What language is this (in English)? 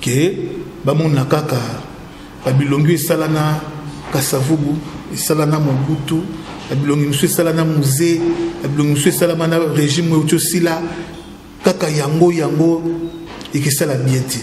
Lingala